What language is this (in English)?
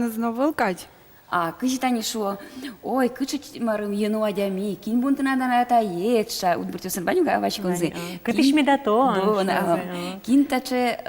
Udmurt